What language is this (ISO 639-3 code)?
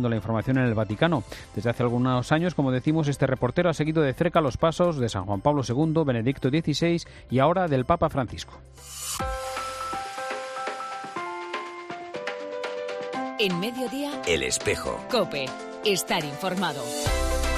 spa